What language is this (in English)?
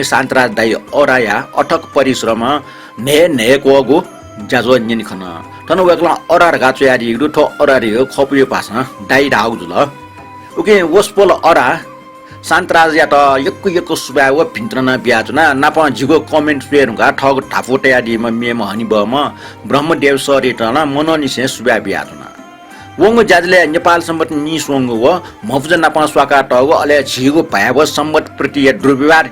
Newari